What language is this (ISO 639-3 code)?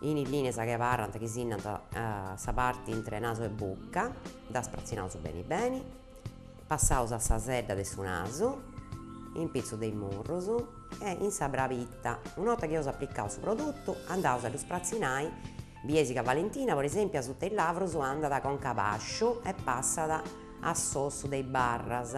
srd